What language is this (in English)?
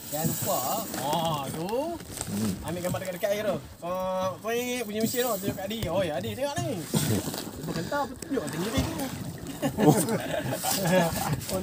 Malay